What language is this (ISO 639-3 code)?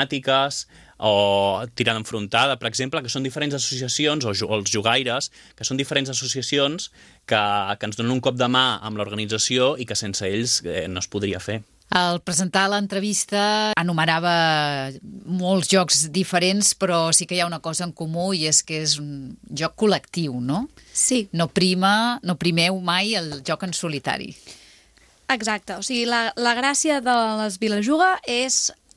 cat